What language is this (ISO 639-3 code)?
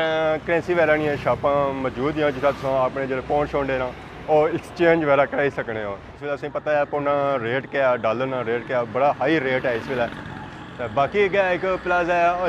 phr